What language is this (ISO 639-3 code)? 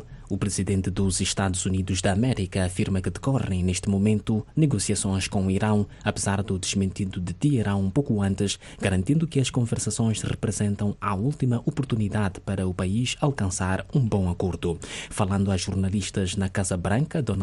por